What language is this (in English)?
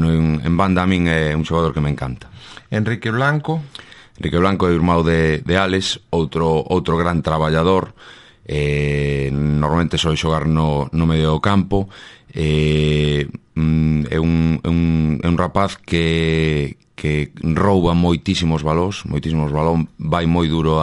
Galician